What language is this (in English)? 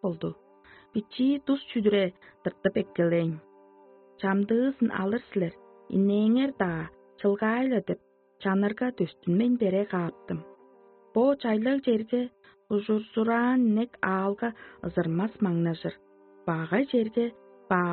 Tuvinian